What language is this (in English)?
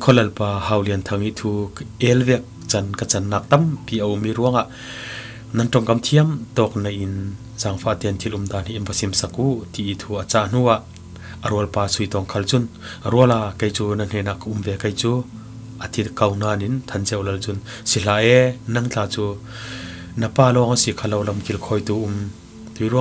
Falam Chin